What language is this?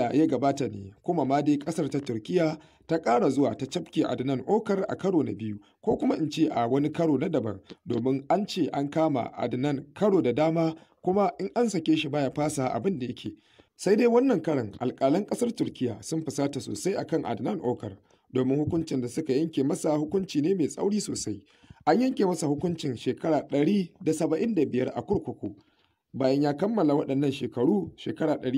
Hausa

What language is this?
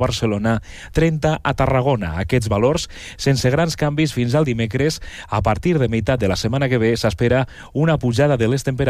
Catalan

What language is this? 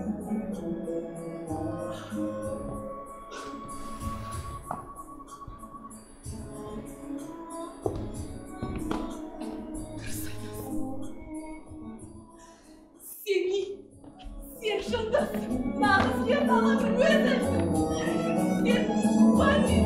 Kazakh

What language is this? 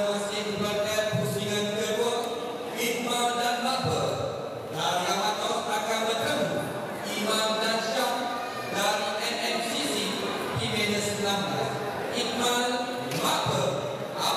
Malay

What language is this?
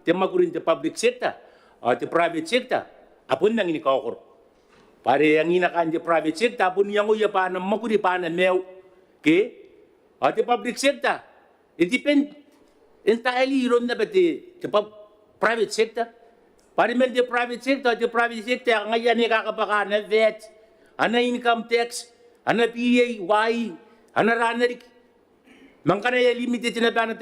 Gilbertese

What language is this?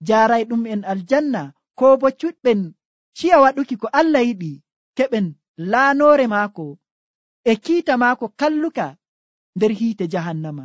Nigerian Fulfulde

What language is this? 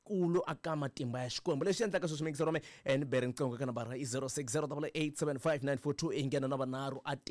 Tsonga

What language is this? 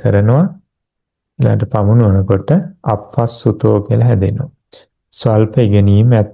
Sinhala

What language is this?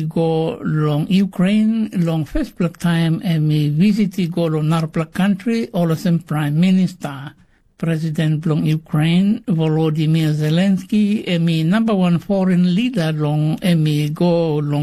Tok Pisin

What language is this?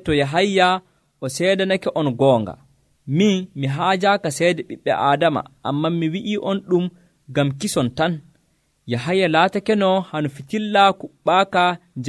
Nigerian Fulfulde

